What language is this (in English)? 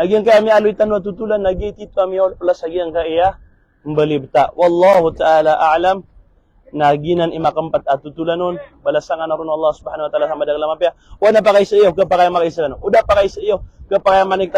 Maranao